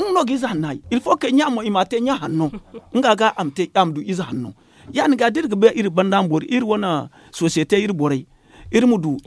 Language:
Zarma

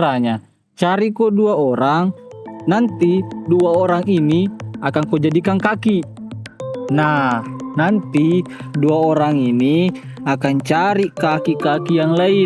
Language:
Buginese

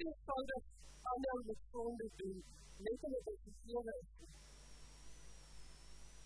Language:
Afrikaans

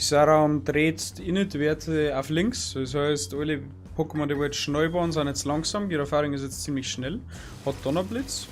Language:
Bavarian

